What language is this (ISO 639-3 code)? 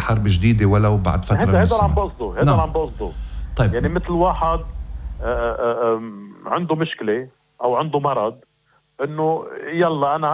apc